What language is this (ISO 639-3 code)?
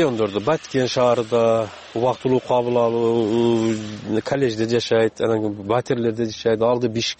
kir